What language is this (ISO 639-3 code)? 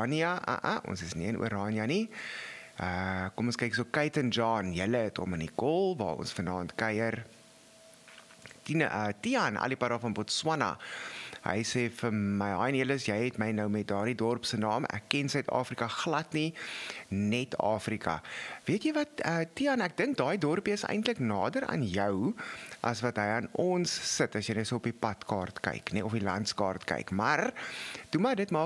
afr